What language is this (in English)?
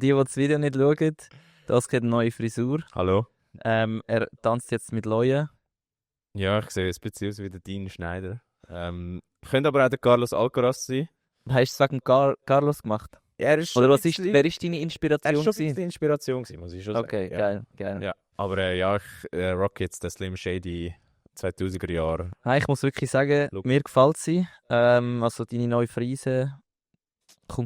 Swiss German